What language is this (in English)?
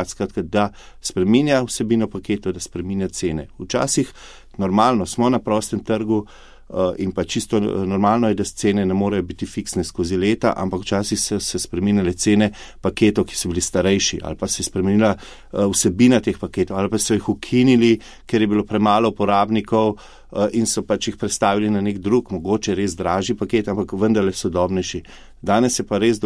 Slovenian